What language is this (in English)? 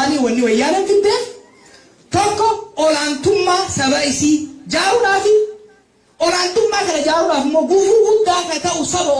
Oromo